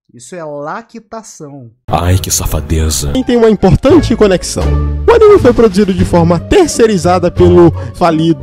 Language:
Portuguese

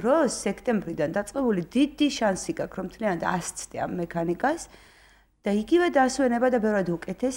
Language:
Georgian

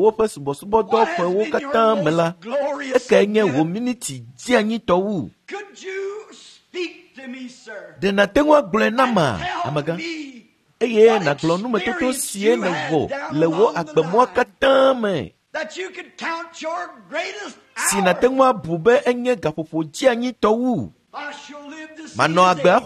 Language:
Ewe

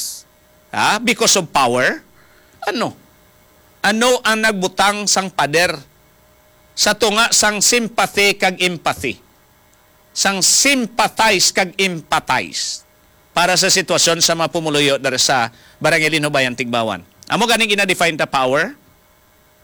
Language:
Hiligaynon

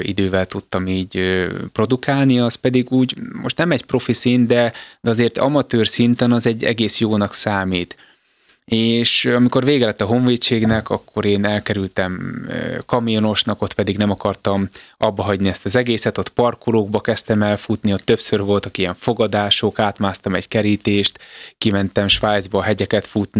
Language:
Hungarian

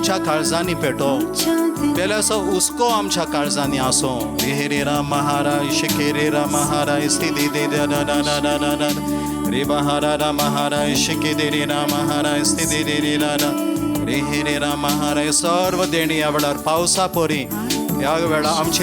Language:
Konkani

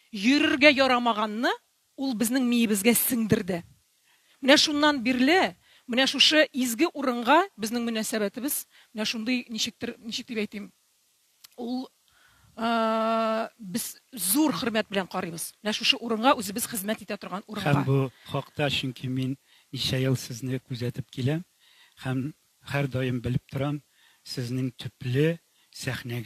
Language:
Tatar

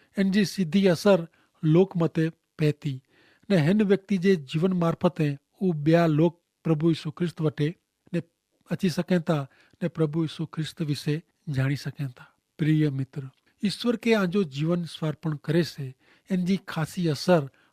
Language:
Kachhi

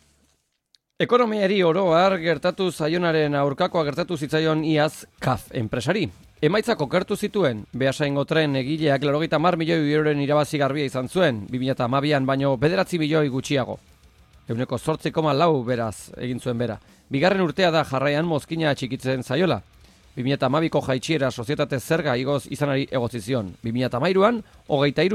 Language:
Basque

